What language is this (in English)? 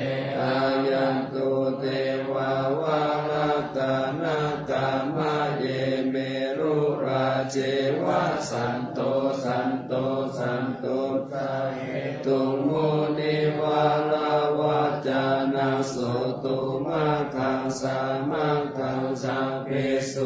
Pali